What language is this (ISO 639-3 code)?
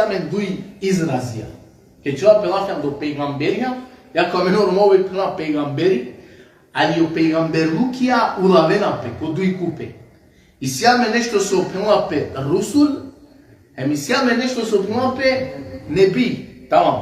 rmn